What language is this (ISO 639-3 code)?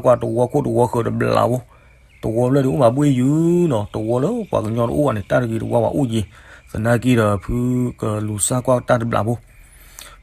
ksw